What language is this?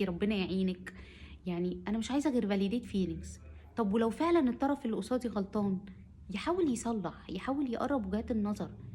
Egyptian Arabic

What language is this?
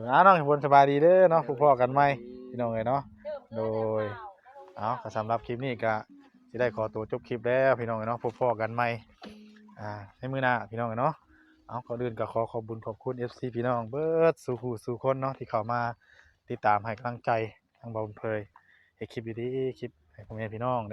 Northeastern Thai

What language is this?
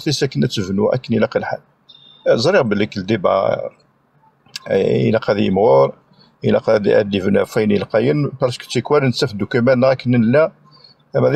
Kabyle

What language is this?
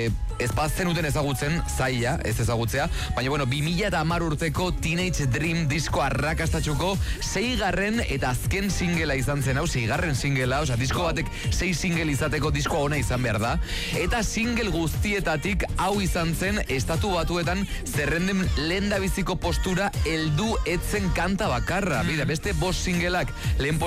Basque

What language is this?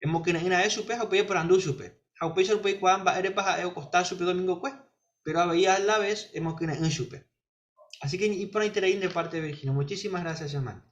Guarani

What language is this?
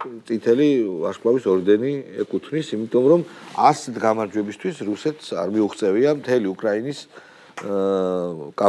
Georgian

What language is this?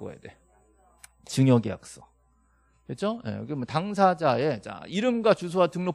Korean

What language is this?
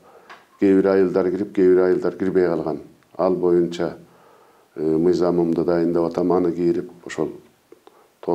Kyrgyz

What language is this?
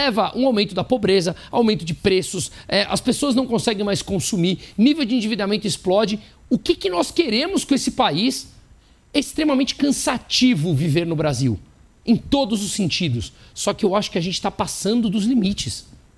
Portuguese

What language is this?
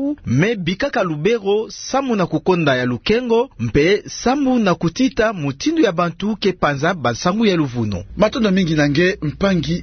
Kituba (Democratic Republic of Congo)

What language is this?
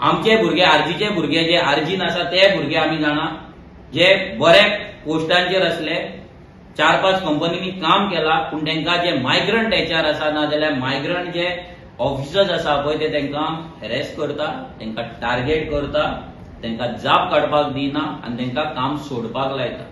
Konkani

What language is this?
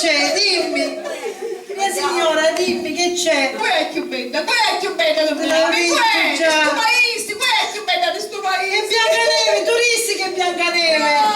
Sicilian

